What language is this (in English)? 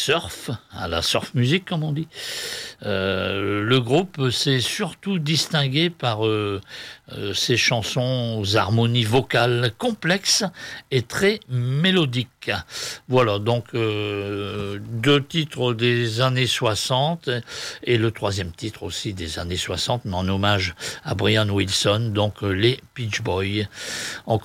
French